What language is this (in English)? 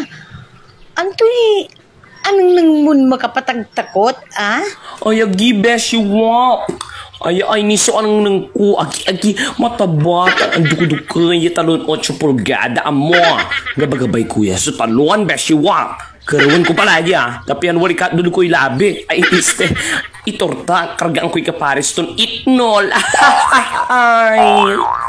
Pangasinan